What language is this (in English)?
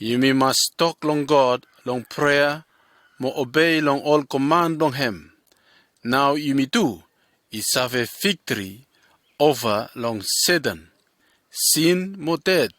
Bislama